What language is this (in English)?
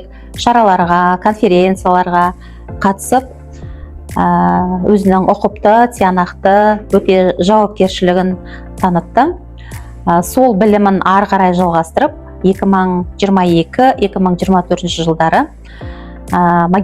Kazakh